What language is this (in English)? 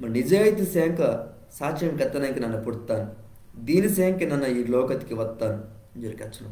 Koya